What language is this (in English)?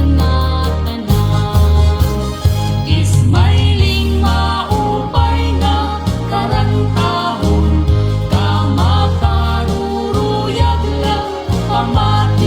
Waray